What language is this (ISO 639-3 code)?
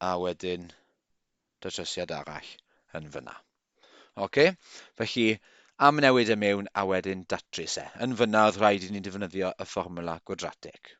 cym